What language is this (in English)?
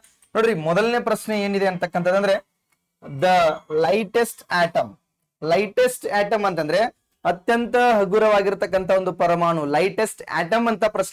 Kannada